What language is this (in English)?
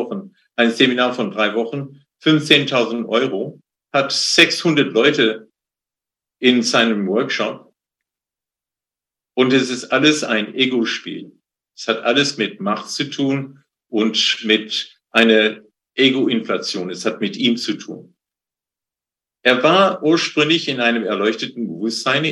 German